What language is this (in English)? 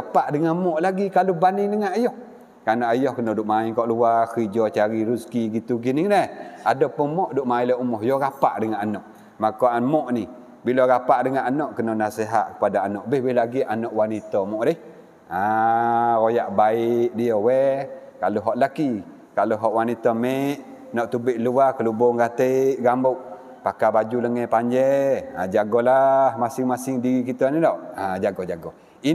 Malay